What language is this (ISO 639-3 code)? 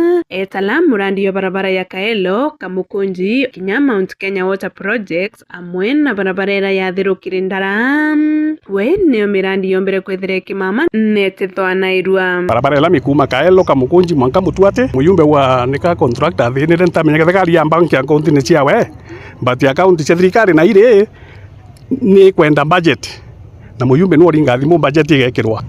mer